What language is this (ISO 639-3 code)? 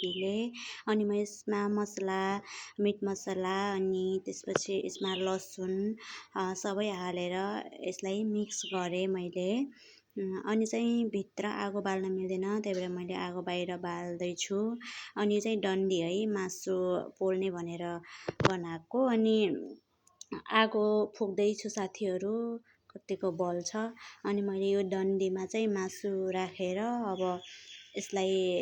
nep